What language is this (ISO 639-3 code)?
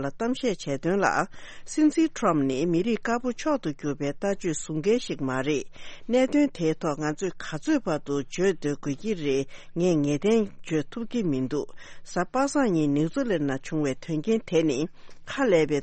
bod